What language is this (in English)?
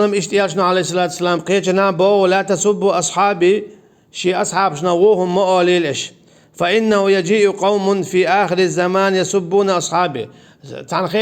Chechen